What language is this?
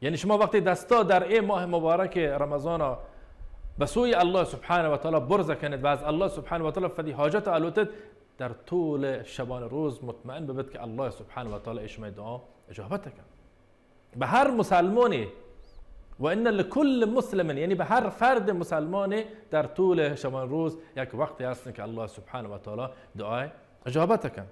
Baluchi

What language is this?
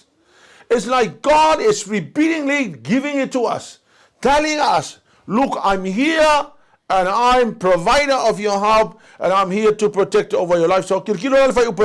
Samoan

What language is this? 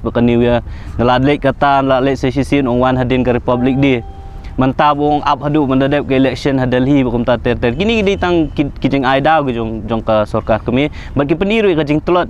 Khasi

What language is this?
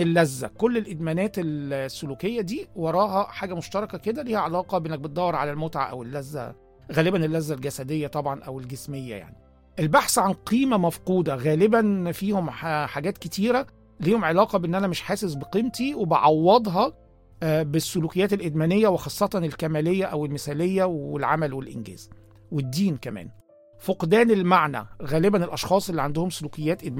Egyptian Arabic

